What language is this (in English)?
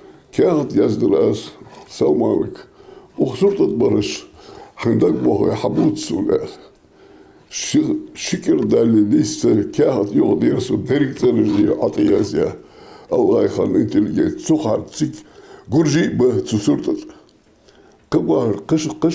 Ingush